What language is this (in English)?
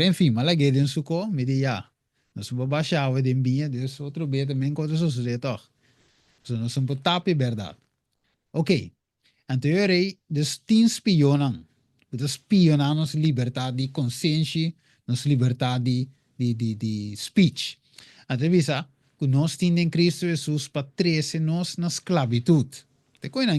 Papiamento